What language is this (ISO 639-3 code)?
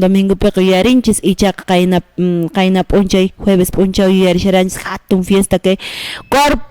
que